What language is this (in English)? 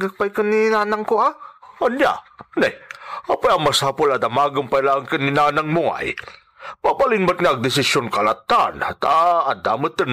Iloko